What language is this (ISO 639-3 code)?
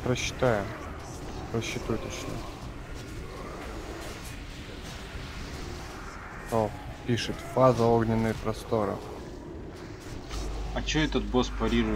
rus